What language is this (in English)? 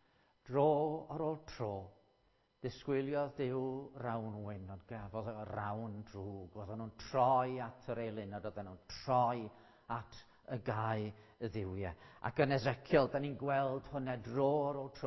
Welsh